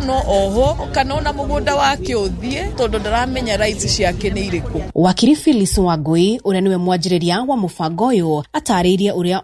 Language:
Kikuyu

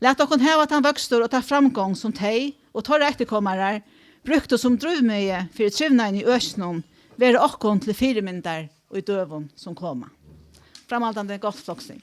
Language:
Faroese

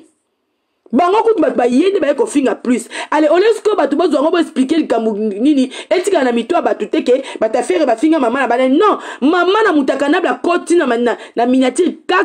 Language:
Lingala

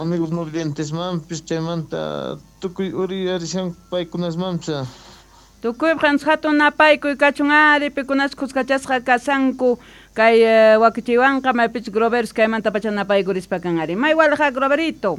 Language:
South Bolivian Quechua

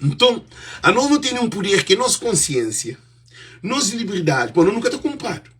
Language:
Kabuverdianu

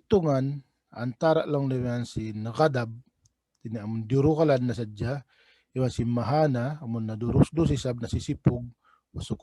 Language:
Tausug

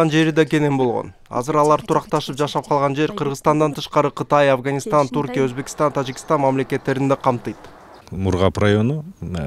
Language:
Kyrgyz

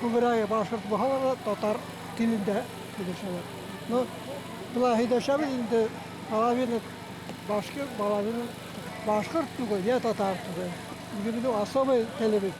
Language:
Bashkir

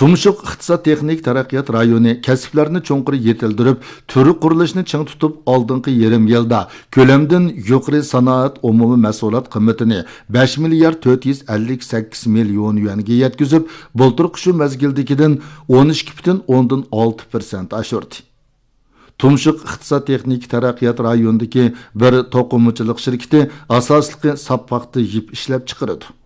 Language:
Uyghur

